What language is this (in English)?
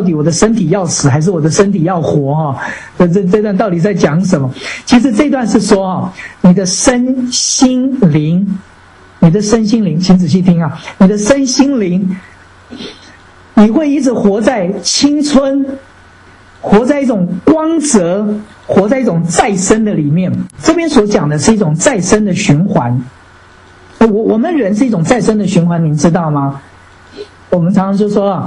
Chinese